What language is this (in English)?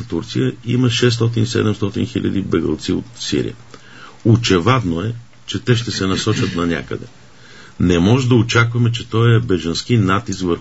Bulgarian